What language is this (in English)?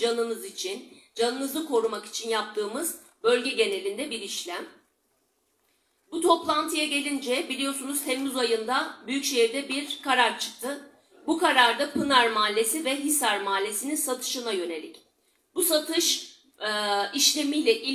Turkish